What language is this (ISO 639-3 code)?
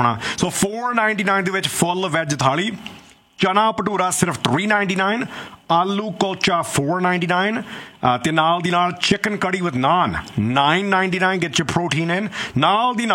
pan